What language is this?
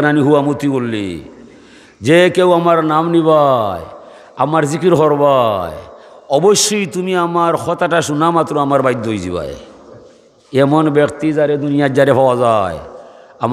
Sylheti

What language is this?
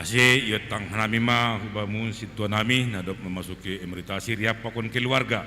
Batak Simalungun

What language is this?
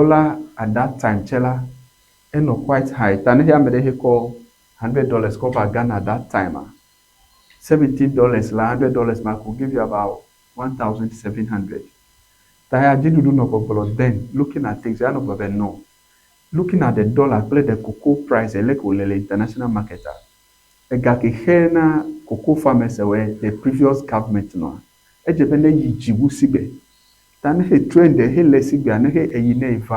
Ewe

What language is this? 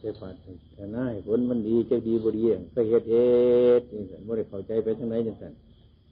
Northeastern Thai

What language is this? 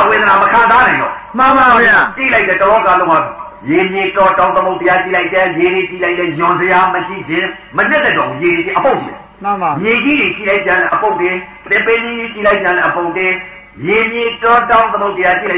Burmese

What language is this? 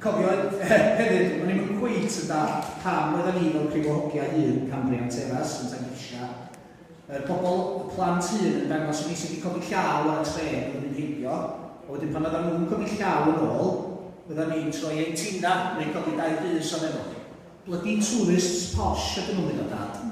Welsh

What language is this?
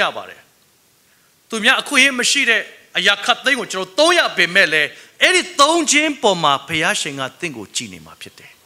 Burmese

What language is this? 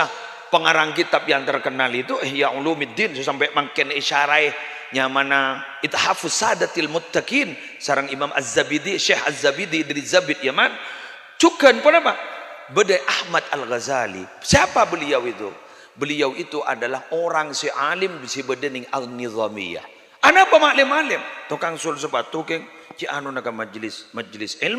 Madurese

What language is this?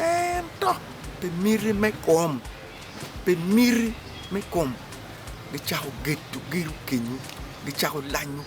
Acoli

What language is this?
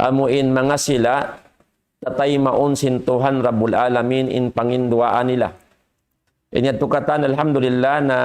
Tausug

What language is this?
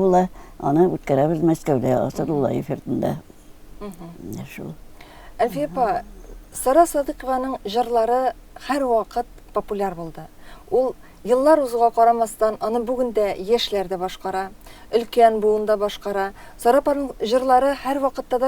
Tatar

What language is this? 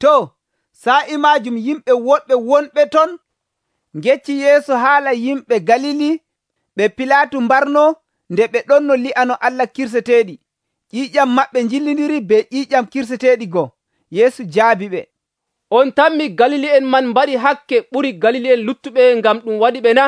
Nigerian Fulfulde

